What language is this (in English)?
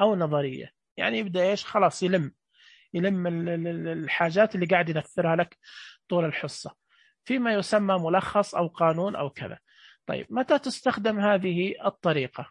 Najdi Arabic